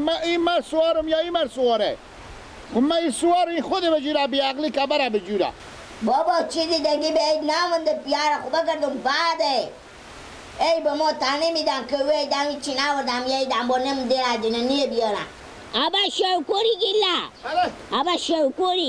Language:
Persian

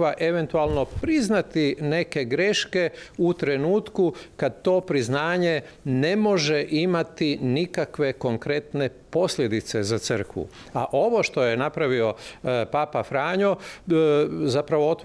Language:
Croatian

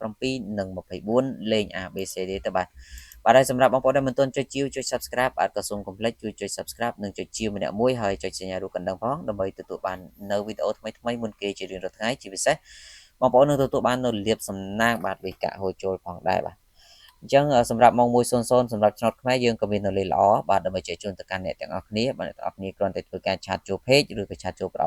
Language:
Khmer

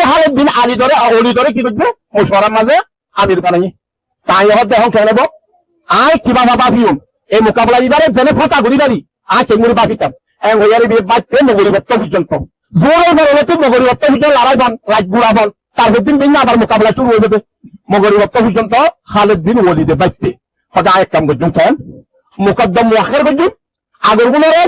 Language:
Rohingya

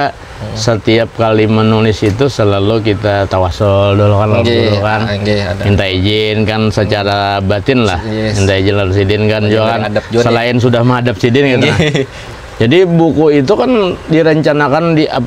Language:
Banjar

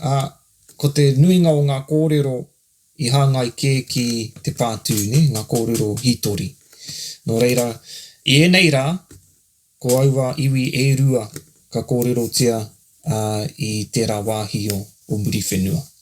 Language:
Māori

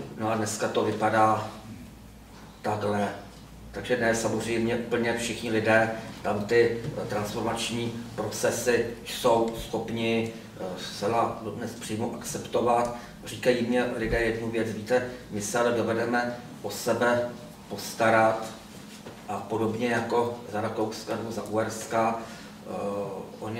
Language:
Czech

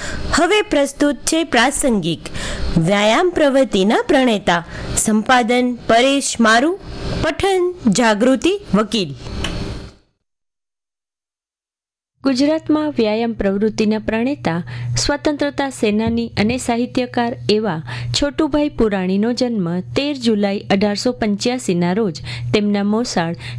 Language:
Gujarati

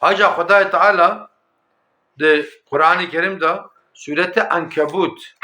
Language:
Kurdish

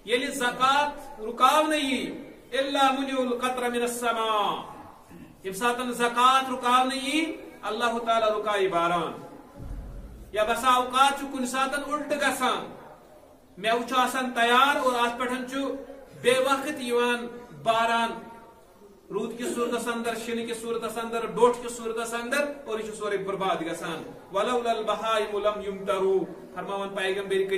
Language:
Kashmiri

